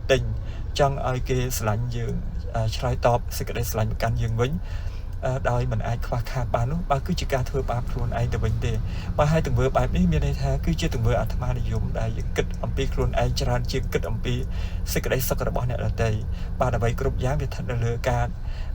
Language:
Khmer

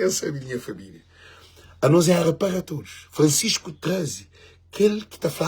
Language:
Kabuverdianu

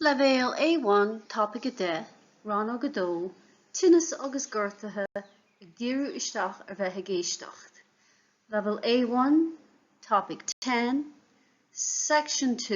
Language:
Irish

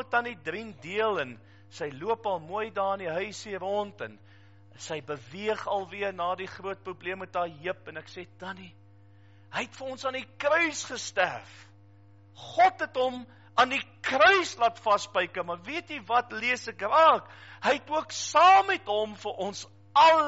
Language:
Afrikaans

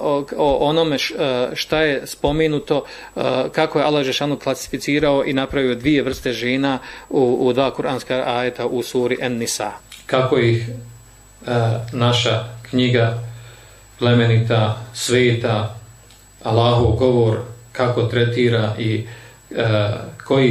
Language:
Bosnian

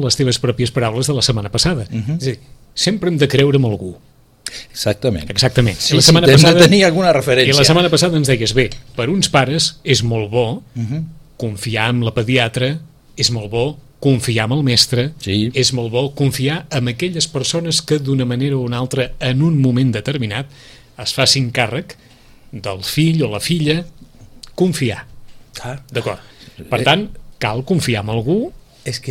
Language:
Catalan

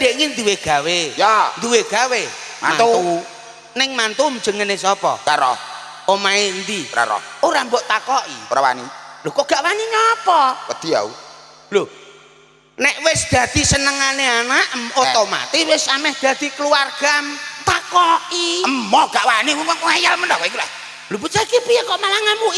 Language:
Javanese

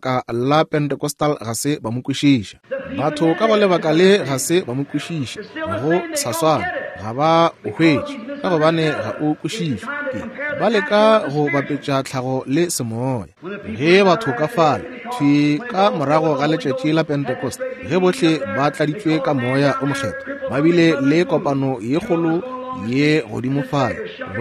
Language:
Northern Sotho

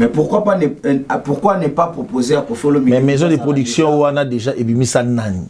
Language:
Lingala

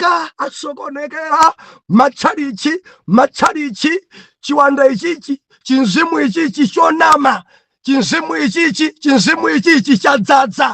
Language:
Nyanja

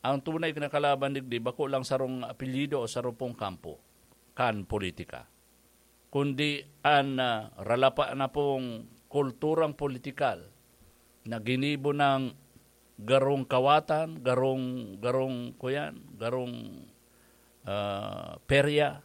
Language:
Bikol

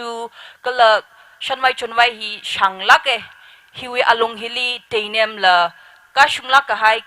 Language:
Tangkhul Naga (India)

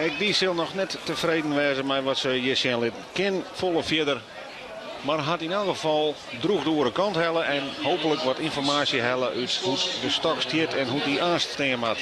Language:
Western Frisian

